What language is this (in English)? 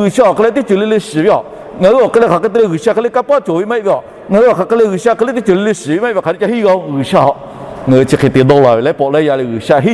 Lahu